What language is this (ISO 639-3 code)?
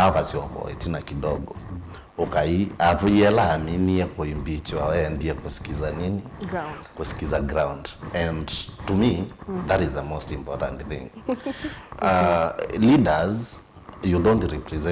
kam